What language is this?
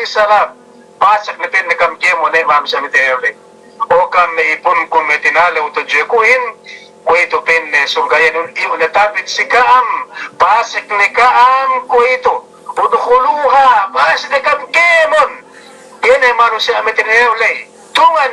Yakan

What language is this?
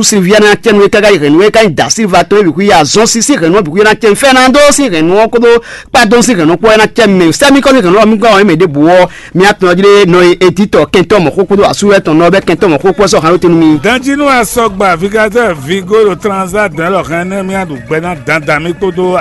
Fon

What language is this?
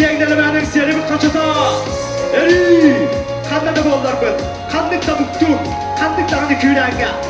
Yakut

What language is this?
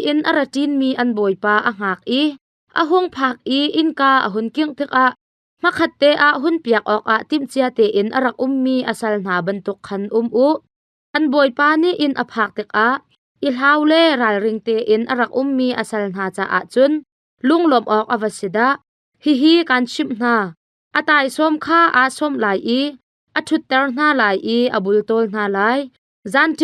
Hakha Chin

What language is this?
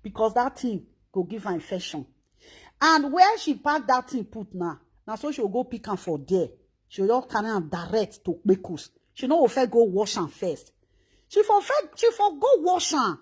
Nigerian Pidgin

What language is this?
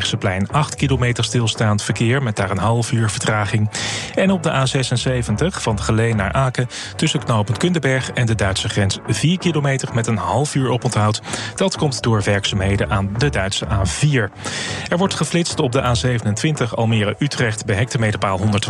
Dutch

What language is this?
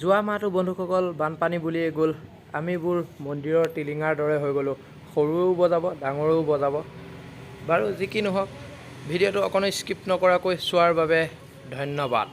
Assamese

